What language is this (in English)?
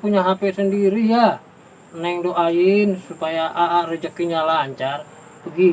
Betawi